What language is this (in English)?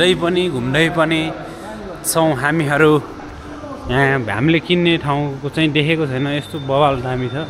Nepali